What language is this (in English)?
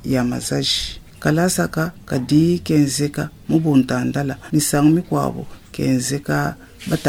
Luba-Lulua